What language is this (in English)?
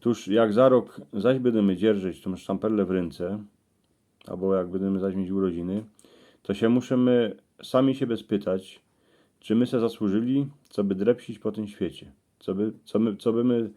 Silesian